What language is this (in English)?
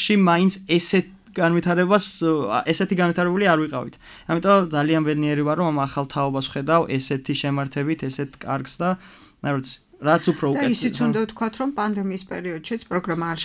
Georgian